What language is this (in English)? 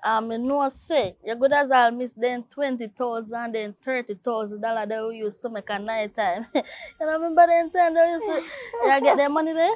Jamaican Creole English